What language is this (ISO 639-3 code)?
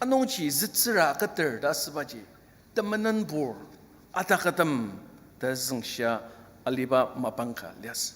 njo